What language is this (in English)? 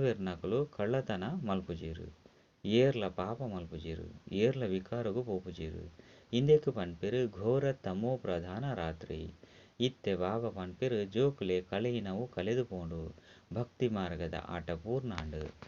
Tulu